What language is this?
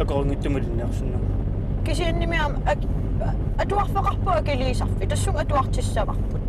Kalaallisut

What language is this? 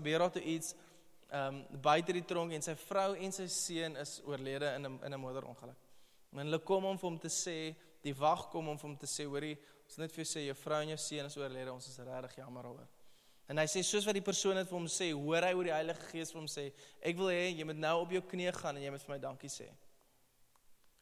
Afrikaans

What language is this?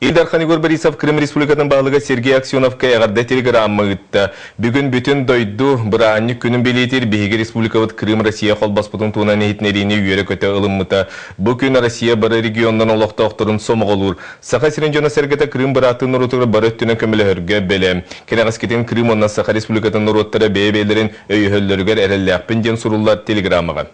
Yakut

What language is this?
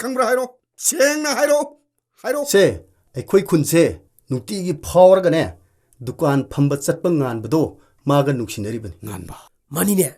Manipuri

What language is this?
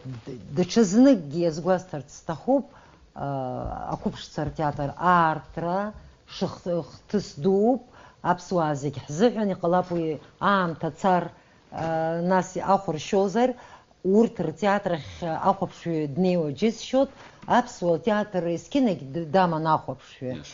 Abkhazian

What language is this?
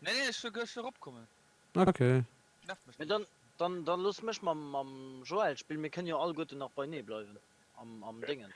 Luxembourgish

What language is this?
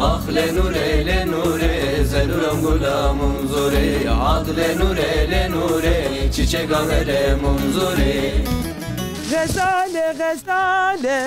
Zaza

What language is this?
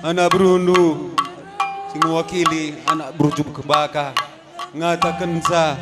Batak Karo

